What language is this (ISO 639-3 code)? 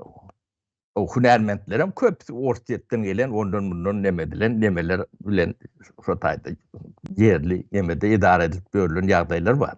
tuk